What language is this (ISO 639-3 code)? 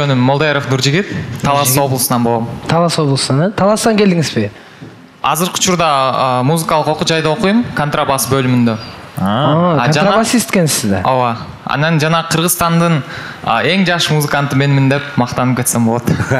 kir